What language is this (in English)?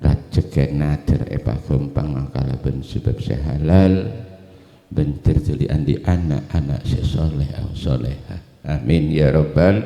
Madurese